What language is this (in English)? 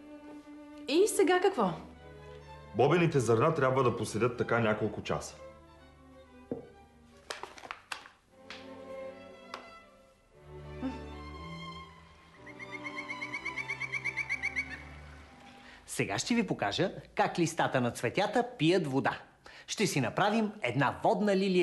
Bulgarian